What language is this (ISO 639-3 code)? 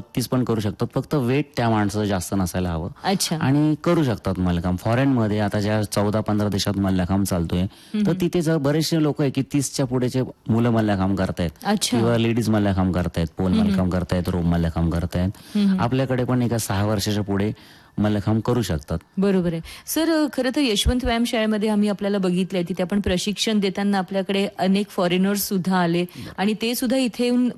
mar